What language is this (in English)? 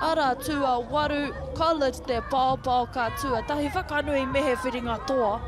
Māori